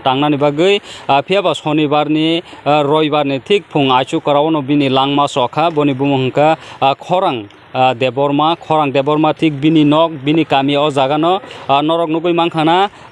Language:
Kok Borok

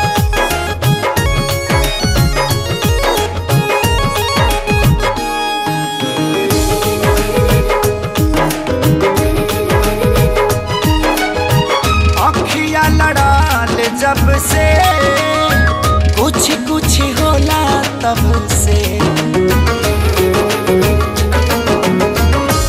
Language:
Bhojpuri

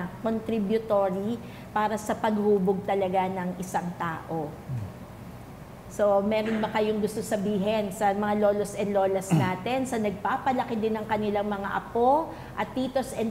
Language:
Filipino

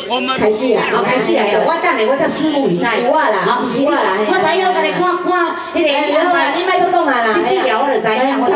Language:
Min Nan Chinese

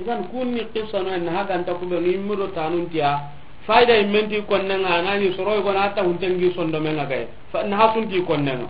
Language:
Soninke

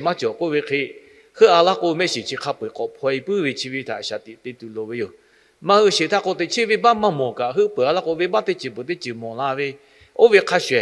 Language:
Lahu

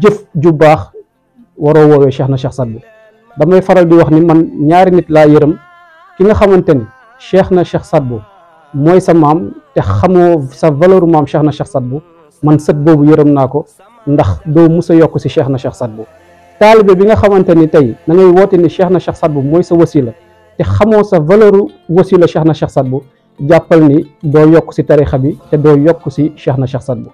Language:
Wolof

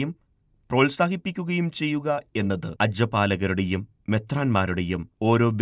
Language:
Malayalam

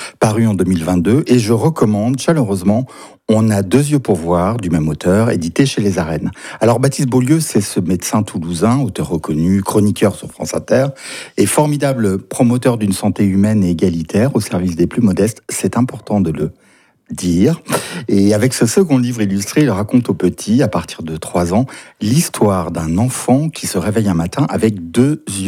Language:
French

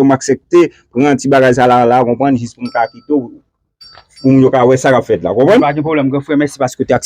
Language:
Haitian Creole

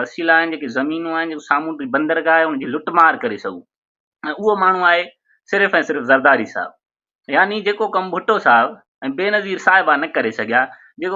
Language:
Sindhi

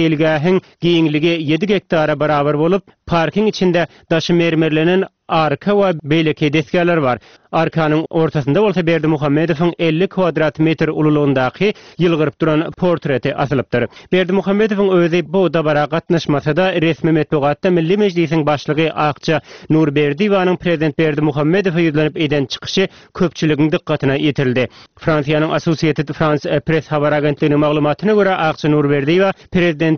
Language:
Turkmen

